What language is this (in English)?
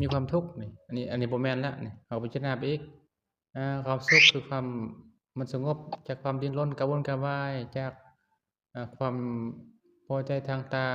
Lao